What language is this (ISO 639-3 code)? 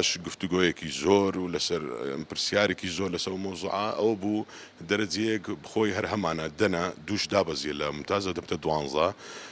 ckb